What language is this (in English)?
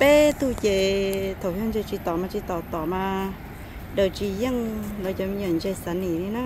Hmong